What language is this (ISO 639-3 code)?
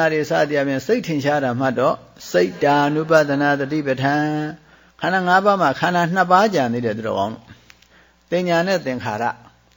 mya